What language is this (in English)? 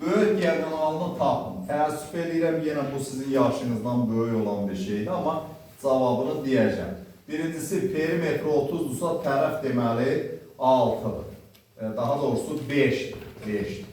Azerbaijani